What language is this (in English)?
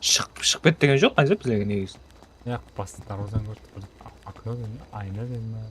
Kara-Kalpak